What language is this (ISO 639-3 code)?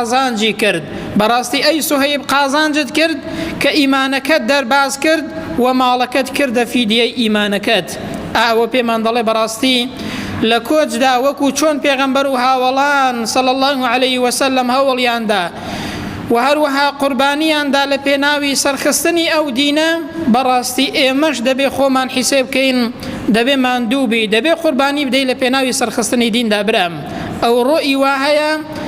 ckb